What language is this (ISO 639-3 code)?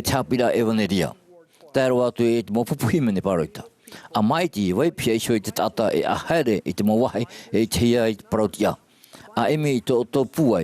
tah